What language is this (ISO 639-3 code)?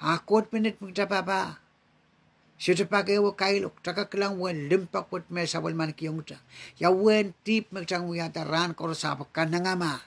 pon